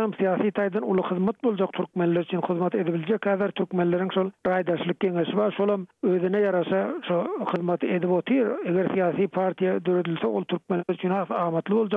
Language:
Turkmen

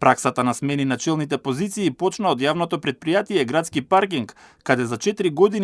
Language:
Macedonian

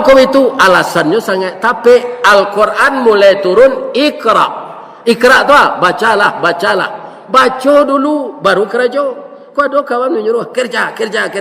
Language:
Minangkabau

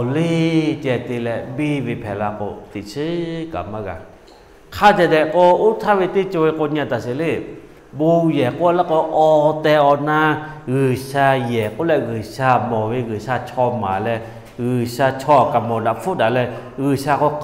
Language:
Lahu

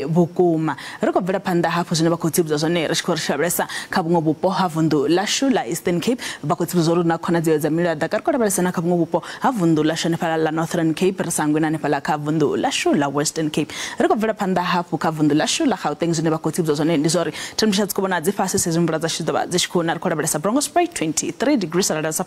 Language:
Venda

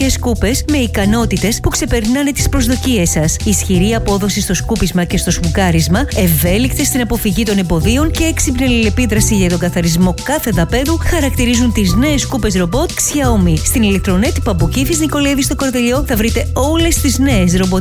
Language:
Greek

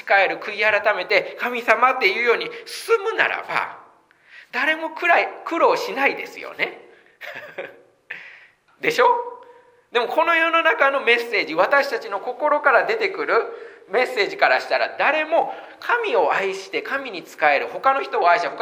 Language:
Japanese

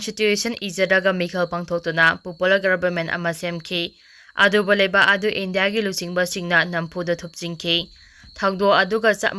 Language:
Manipuri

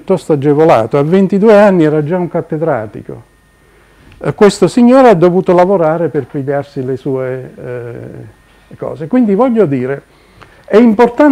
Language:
Italian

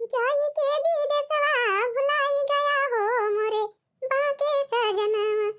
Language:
Awadhi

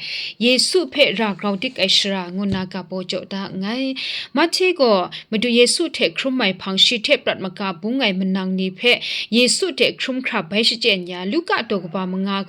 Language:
Kachin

